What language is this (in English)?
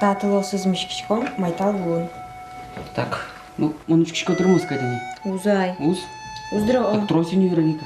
Udmurt